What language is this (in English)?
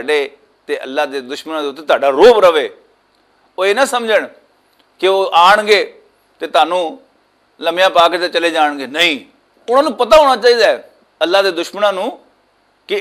Western Panjabi